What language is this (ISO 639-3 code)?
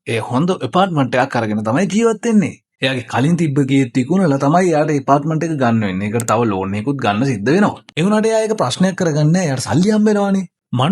sin